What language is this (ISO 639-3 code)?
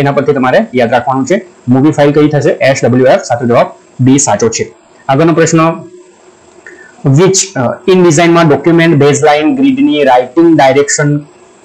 guj